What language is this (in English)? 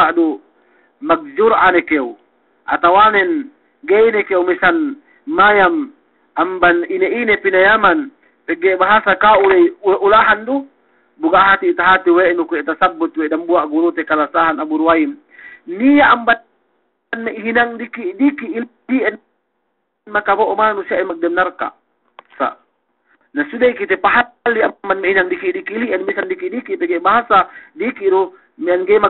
Yakan